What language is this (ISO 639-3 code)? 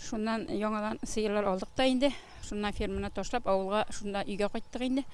tat